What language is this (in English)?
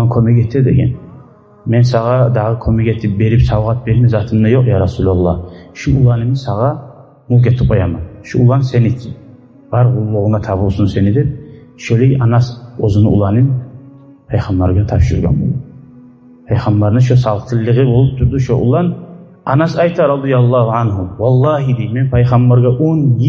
Kumyk